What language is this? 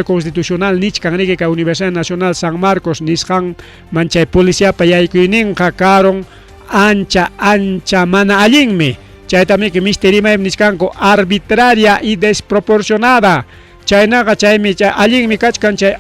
Ayacucho Quechua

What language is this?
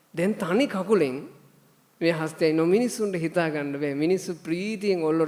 Sinhala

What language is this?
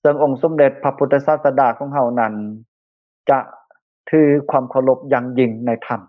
Lao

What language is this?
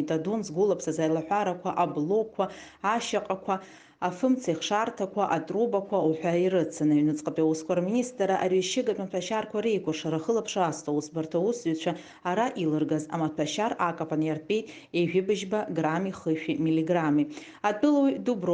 Abkhazian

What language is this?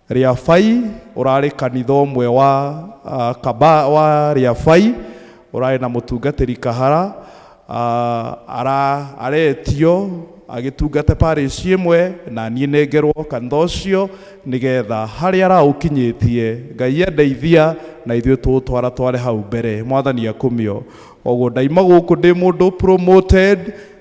Kikuyu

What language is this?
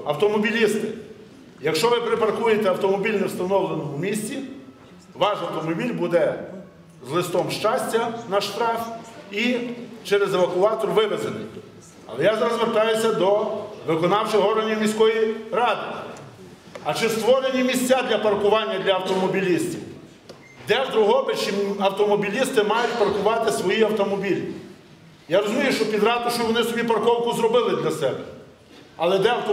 Ukrainian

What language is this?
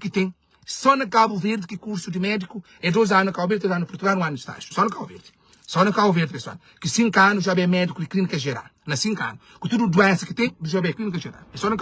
Kabuverdianu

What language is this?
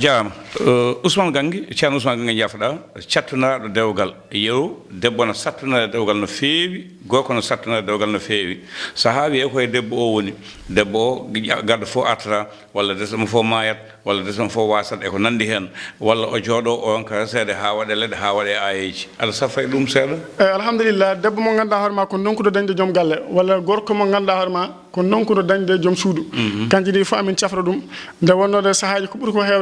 Fula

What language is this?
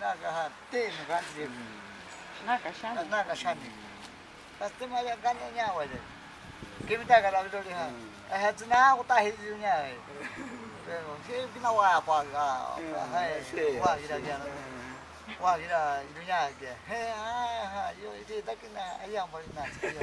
Ashéninka Perené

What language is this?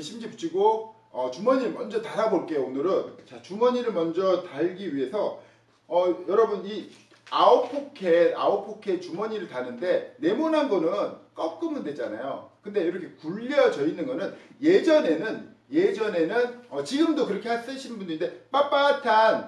Korean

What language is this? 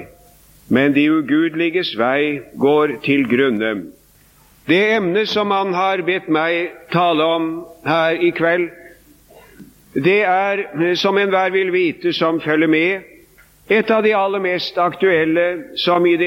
Norwegian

